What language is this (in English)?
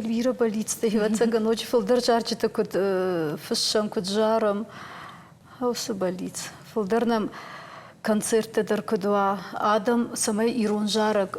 Ossetic